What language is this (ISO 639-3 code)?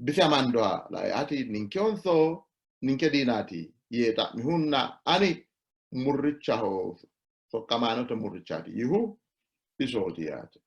sid